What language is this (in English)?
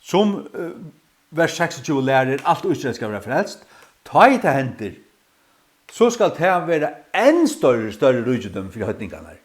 Faroese